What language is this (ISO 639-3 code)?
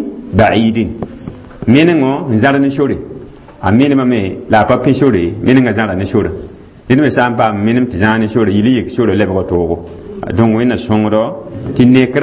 mos